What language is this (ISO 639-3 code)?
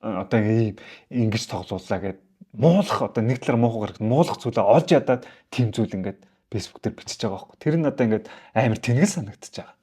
mon